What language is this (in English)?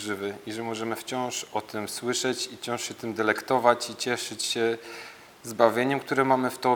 Polish